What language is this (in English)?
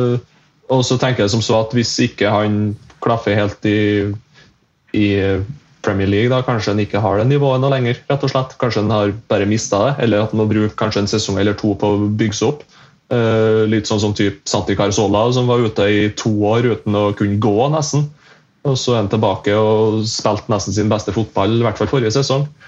Norwegian